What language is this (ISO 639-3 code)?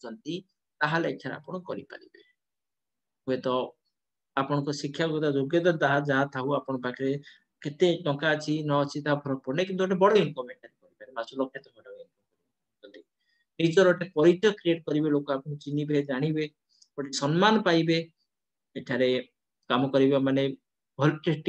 ori